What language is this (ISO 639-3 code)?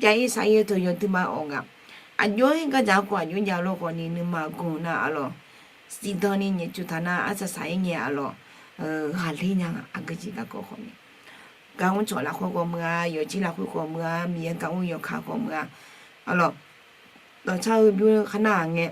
ahk